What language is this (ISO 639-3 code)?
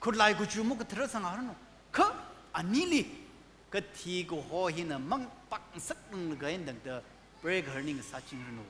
nmf